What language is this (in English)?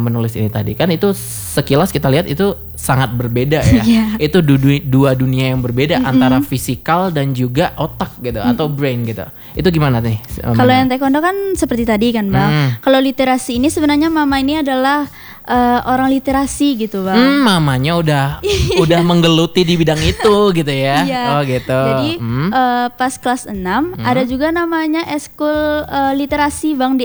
Indonesian